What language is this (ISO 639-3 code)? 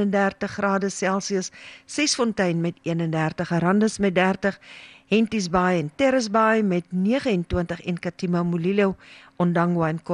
afr